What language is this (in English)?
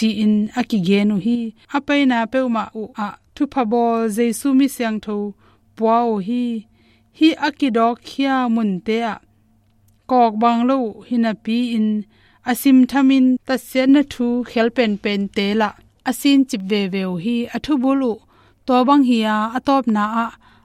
Tedim Chin